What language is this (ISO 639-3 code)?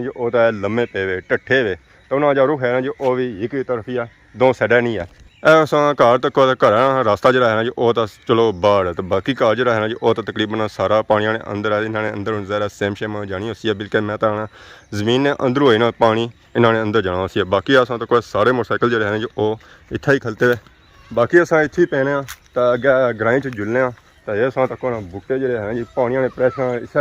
phr